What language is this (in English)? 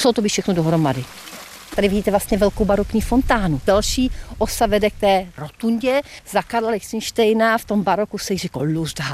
Czech